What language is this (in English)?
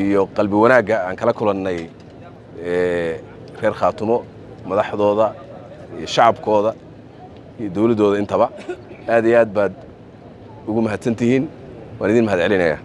Somali